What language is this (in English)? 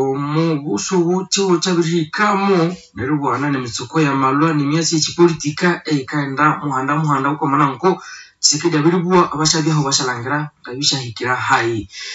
Nande